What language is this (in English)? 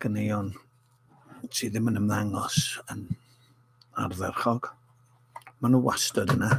Welsh